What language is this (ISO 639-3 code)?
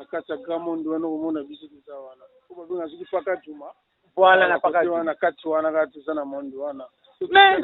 lin